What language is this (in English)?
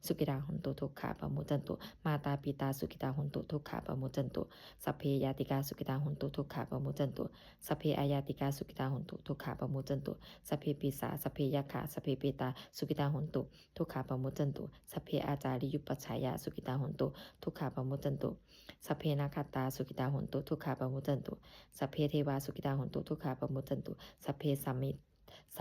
Pali